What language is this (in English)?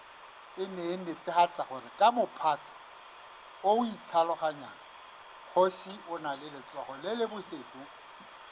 Tswana